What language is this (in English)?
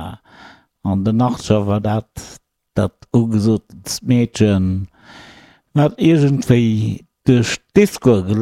Luxembourgish